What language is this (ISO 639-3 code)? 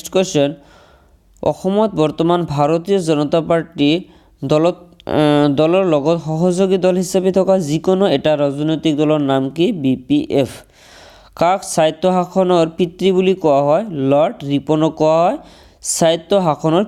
asm